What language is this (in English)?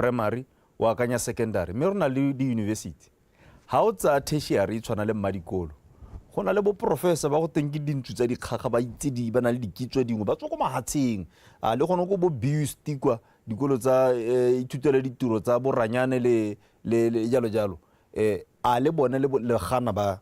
Tswana